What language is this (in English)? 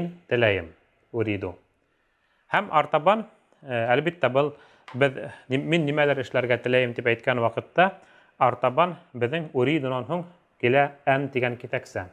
Bashkir